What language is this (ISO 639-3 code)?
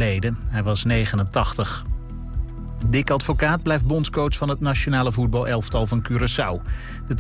nld